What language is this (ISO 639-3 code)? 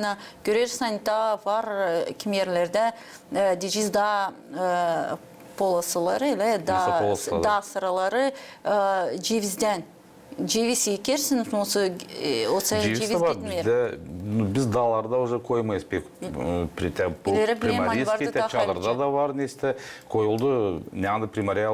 gag